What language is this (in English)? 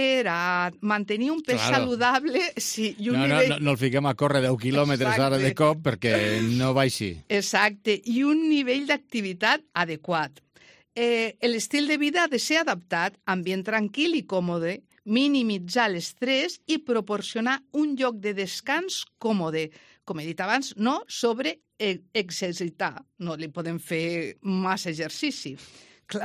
Catalan